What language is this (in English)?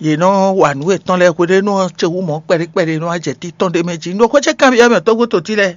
Fon